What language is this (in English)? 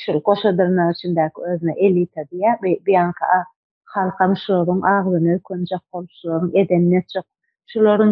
Turkmen